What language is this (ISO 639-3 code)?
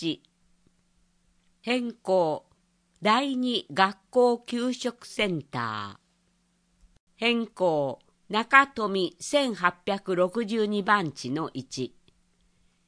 jpn